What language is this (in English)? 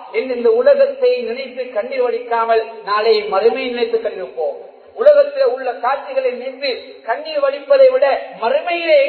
Tamil